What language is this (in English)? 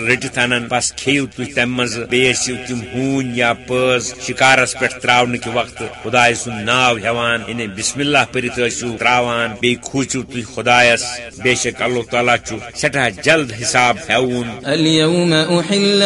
Kashmiri